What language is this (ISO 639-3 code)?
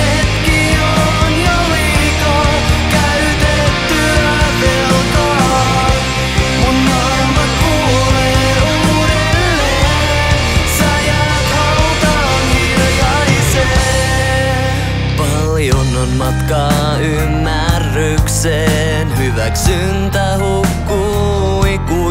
fin